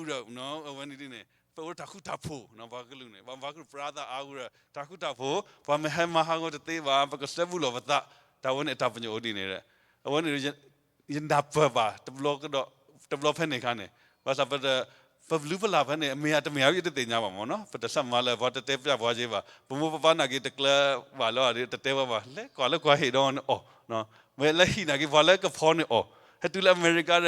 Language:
S'gaw Karen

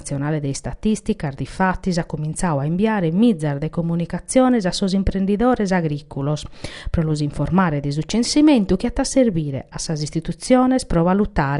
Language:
Sardinian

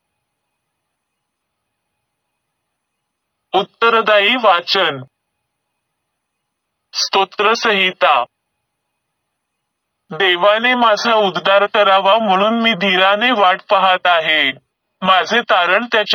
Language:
Marathi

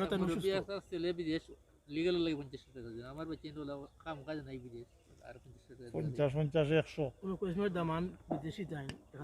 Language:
Sylheti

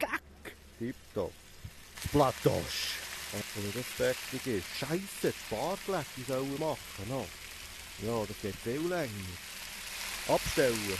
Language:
Swiss German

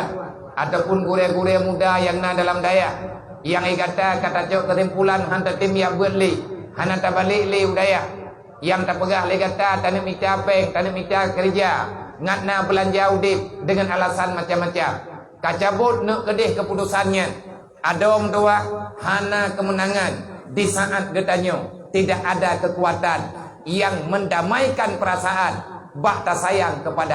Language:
Achinese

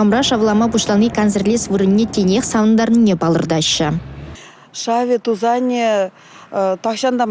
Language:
Chuvash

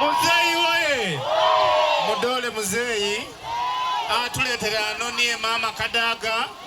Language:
Soga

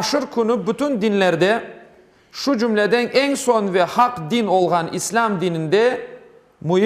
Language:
Crimean Tatar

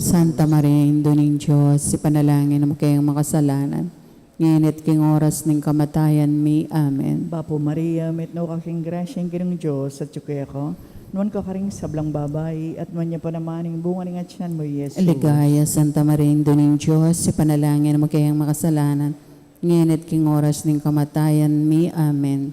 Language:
Pampanga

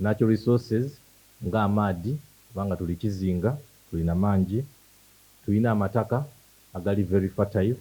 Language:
Soga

